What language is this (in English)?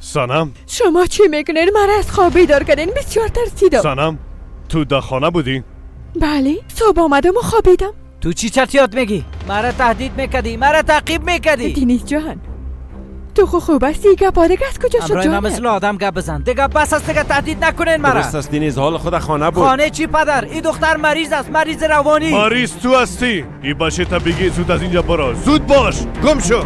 Persian